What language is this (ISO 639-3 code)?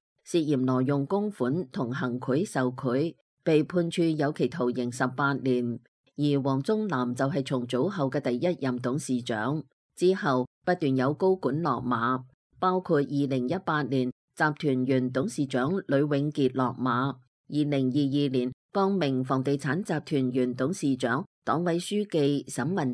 yue